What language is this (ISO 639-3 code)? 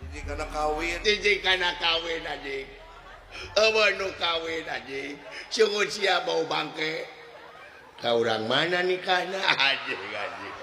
sun